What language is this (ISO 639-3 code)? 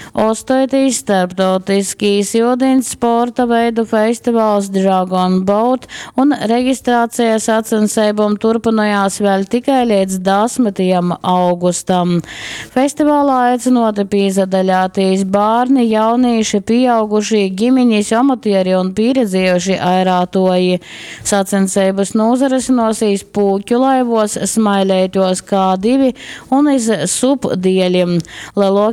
ltg